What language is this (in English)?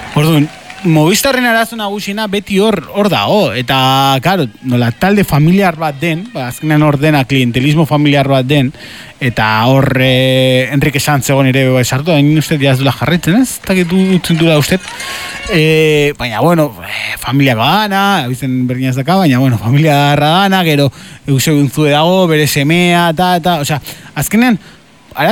Basque